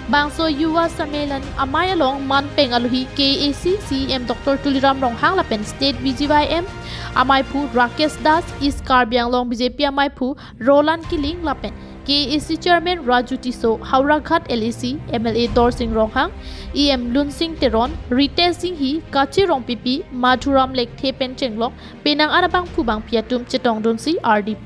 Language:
Karbi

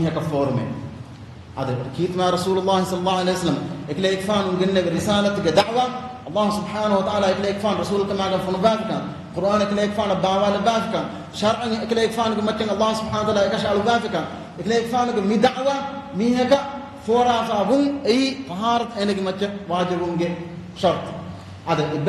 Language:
Divehi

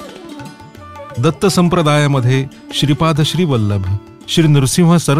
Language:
Marathi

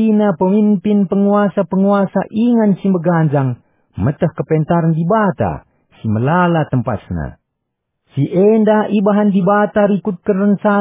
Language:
Batak Karo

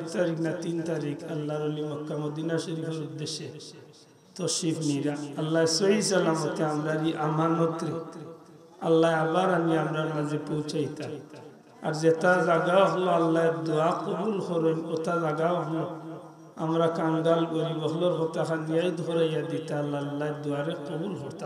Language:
Sylheti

